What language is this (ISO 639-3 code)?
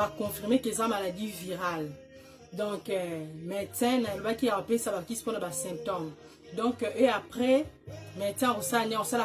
lin